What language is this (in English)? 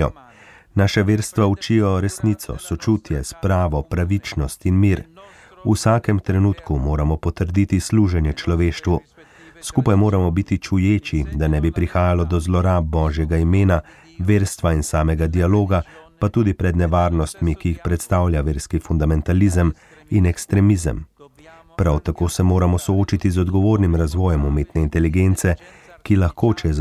Slovenian